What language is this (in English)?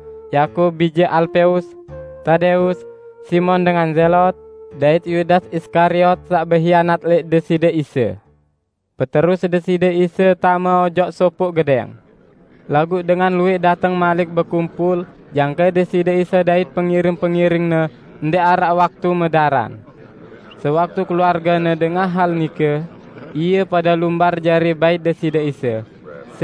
Sasak